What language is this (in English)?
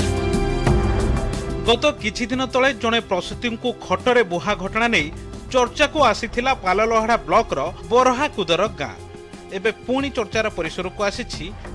Odia